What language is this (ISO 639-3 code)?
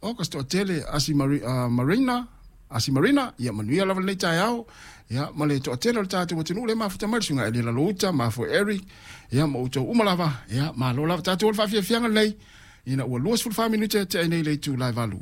smo